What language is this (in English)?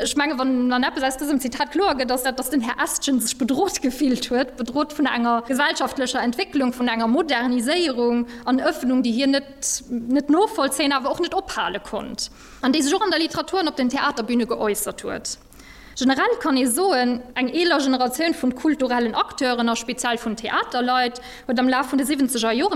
Luxembourgish